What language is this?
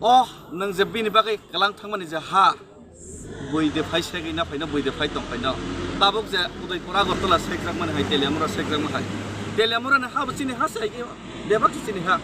Kok Borok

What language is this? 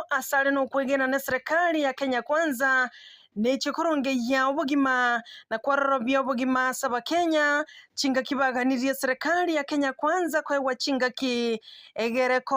Gusii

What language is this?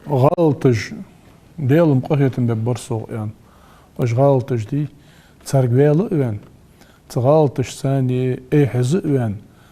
Ingush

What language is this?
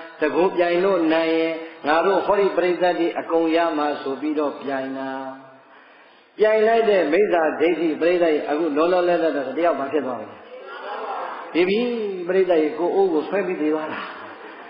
Burmese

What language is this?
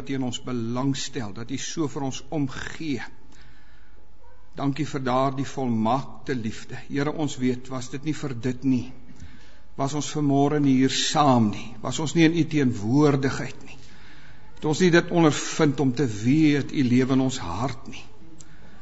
Afrikaans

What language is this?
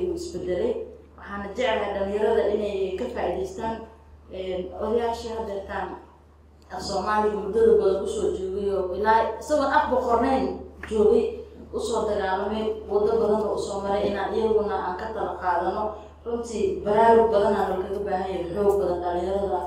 Somali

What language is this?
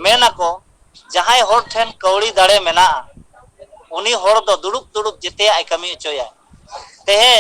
Santali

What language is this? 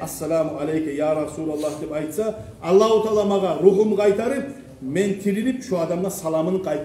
Kumyk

